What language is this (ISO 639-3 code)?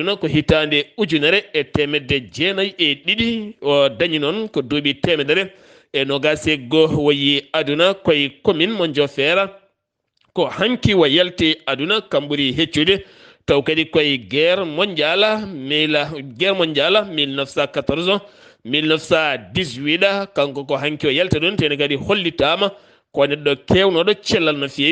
ful